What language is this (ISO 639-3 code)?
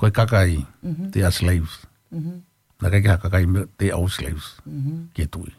ton